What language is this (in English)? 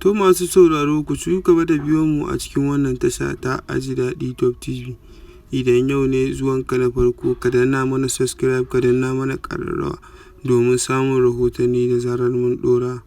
Hausa